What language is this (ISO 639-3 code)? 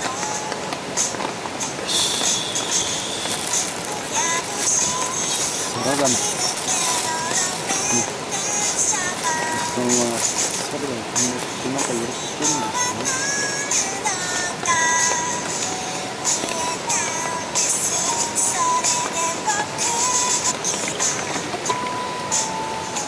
jpn